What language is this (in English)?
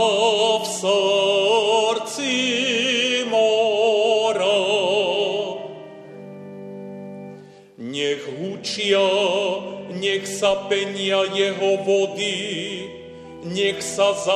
Slovak